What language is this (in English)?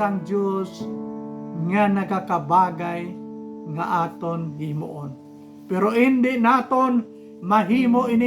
Hiligaynon